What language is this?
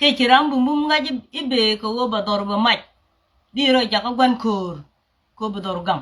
Nuer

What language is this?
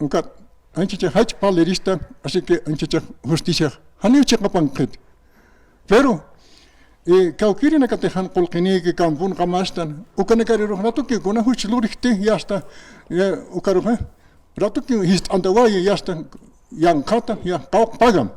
Aymara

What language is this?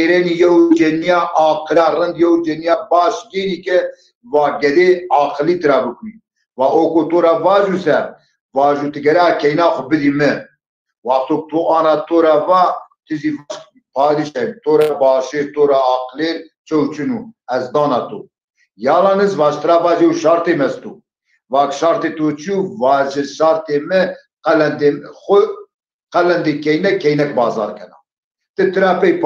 Zaza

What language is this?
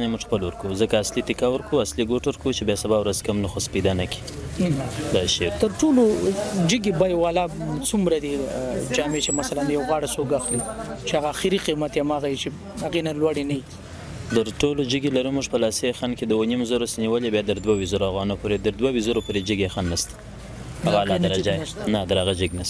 Pashto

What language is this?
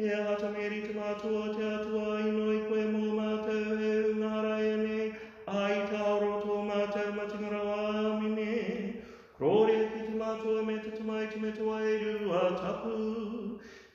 Māori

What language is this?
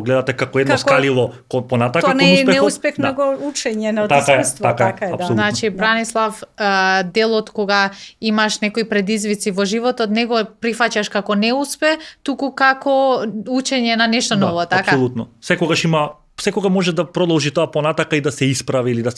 Macedonian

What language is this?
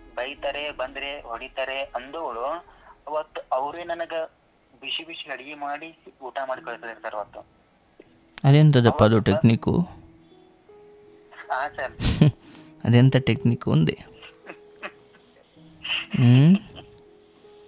Kannada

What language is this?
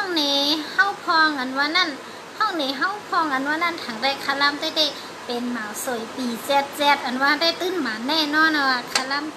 Shan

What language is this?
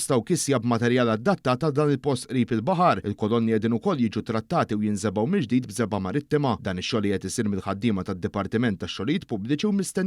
Maltese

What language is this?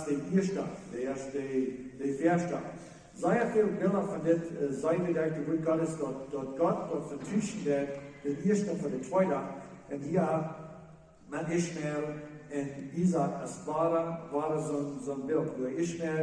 Plautdietsch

